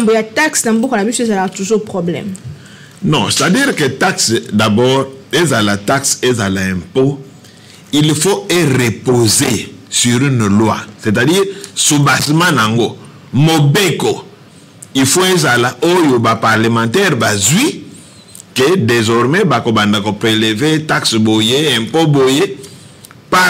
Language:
Lingala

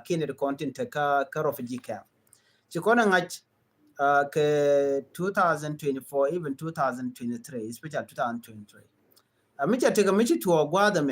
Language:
Nuer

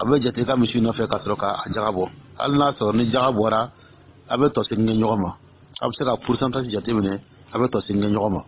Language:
Dyula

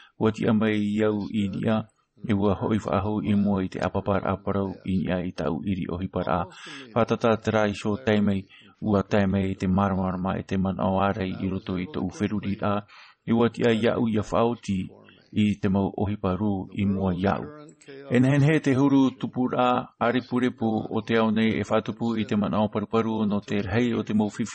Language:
Tahitian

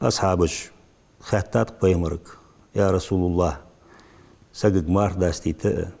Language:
Ingush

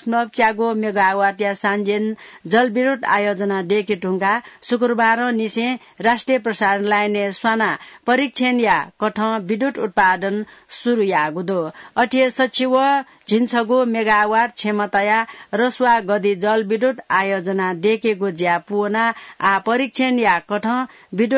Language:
Newari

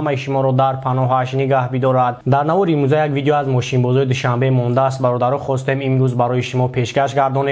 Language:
Tajik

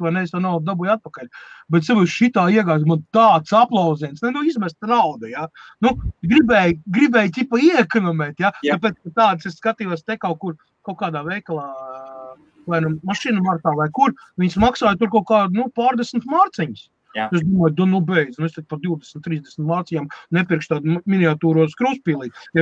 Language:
Latvian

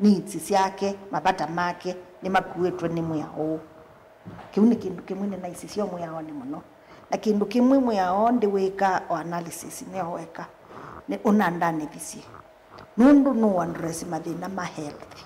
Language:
Kamba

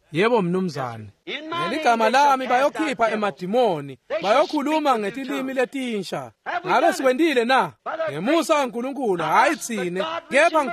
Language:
Swati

